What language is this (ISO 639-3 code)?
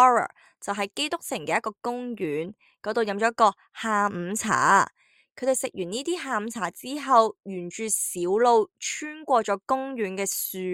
yue